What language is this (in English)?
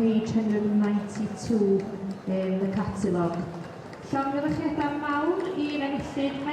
Welsh